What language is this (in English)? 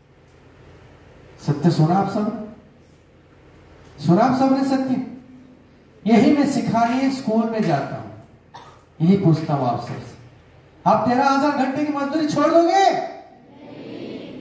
Hindi